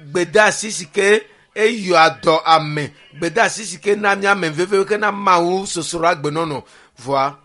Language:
Ewe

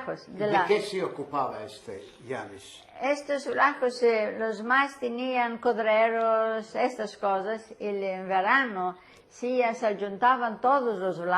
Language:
Ladino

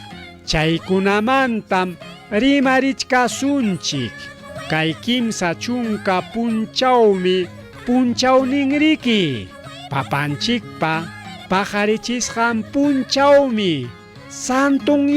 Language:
Ayacucho Quechua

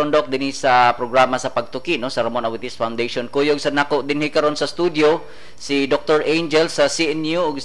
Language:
Cebuano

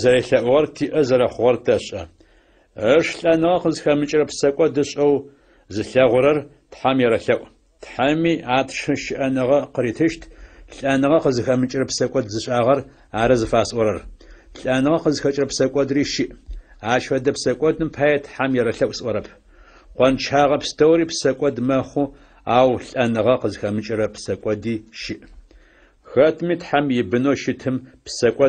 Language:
Adyghe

